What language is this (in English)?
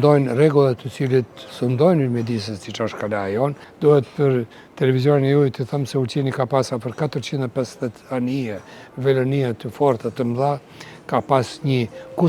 Albanian